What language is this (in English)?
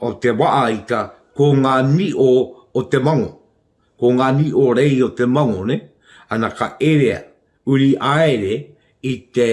Māori